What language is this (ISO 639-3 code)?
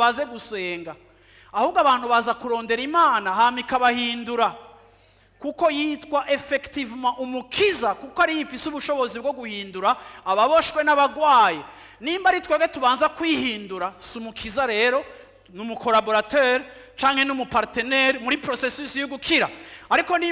run